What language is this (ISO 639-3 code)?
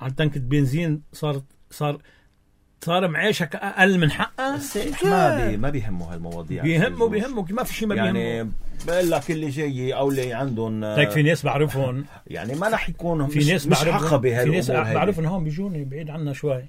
apc